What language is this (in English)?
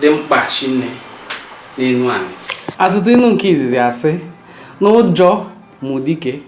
Igbo